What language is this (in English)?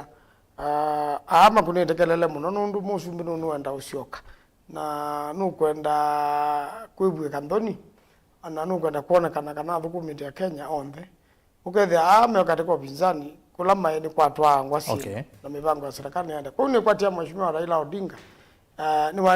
Kamba